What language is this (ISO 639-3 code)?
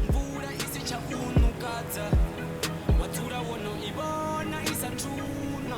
ven